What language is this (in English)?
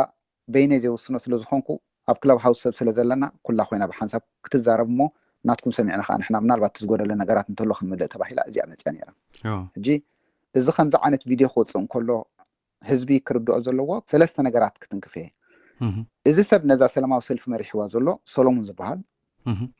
Tigrinya